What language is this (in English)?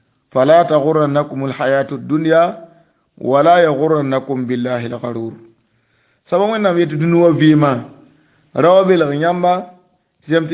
Mossi